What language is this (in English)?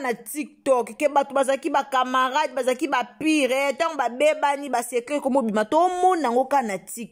Lingala